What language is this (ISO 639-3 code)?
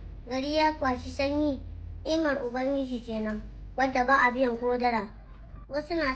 hau